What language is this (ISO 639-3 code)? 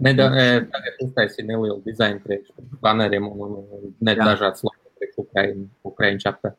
lav